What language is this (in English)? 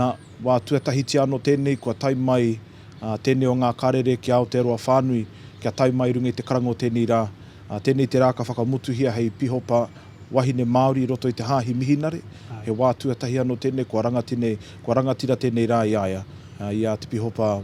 Māori